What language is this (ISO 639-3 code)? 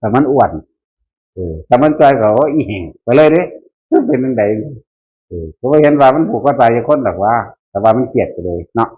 tts